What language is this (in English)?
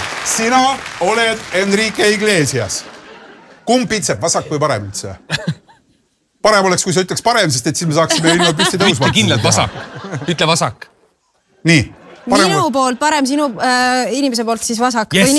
Estonian